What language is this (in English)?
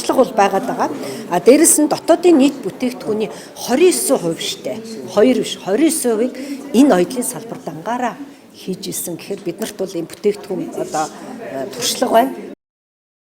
Mongolian